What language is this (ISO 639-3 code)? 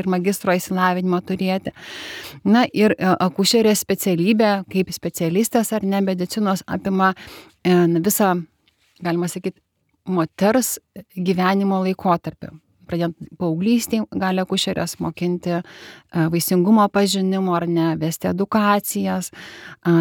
lit